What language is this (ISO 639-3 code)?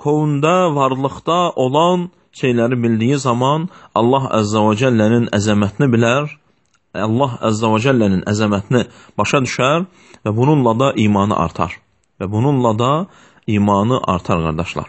aze